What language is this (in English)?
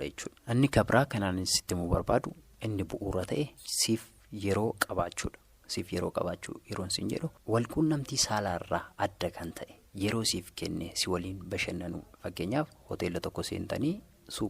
Oromo